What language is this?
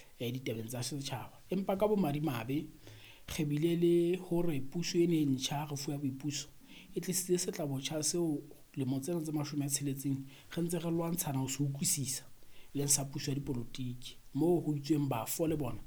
Southern Sotho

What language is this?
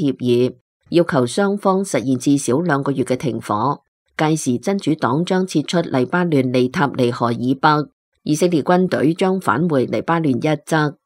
Cantonese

